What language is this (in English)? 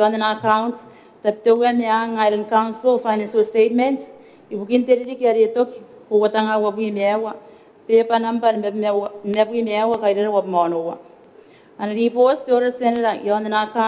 Gilbertese